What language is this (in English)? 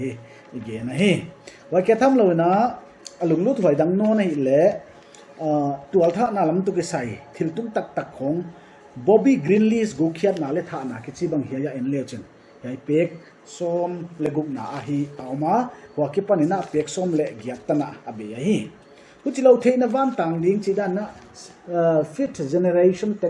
Paite Chin